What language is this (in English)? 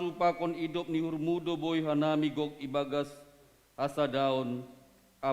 Batak Simalungun